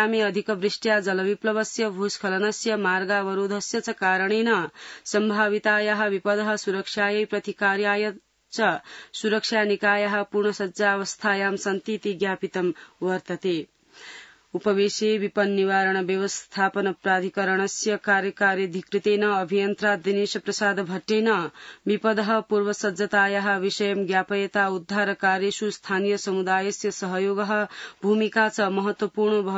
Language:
Sanskrit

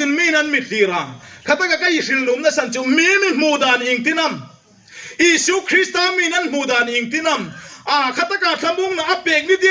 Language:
Hmar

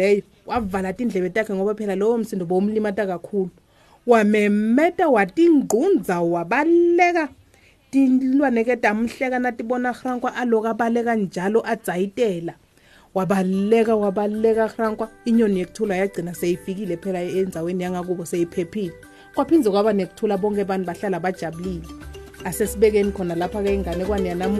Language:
Swati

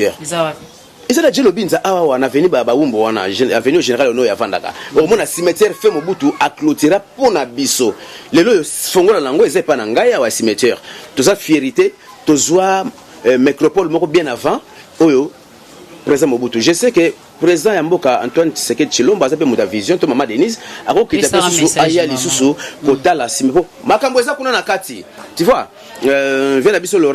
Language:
Lingala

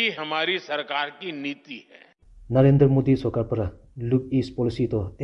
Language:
Assamese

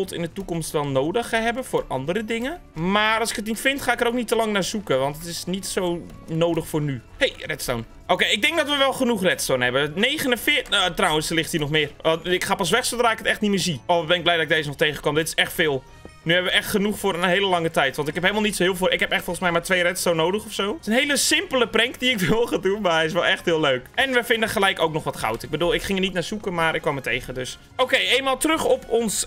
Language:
Dutch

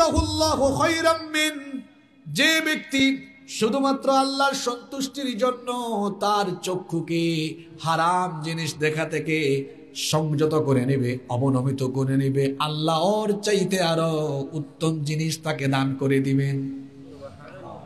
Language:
Bangla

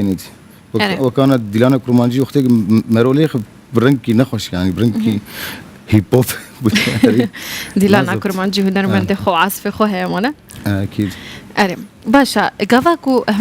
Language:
Kurdish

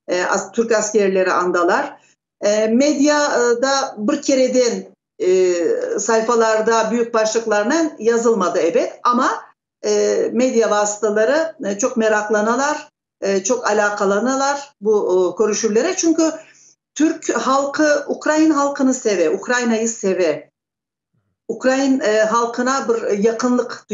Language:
Crimean Tatar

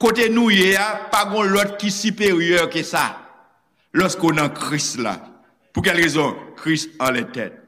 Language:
Haitian Creole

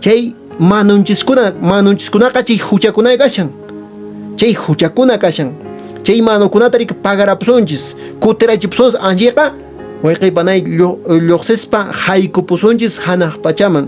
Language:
Quechua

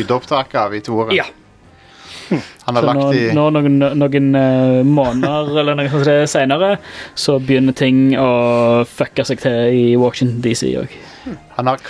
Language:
Norwegian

